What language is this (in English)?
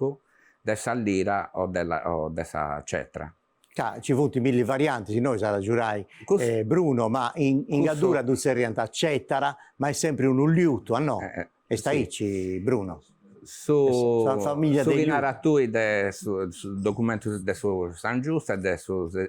Sardinian